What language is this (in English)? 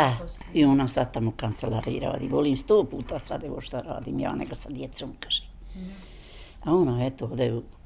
Bosnian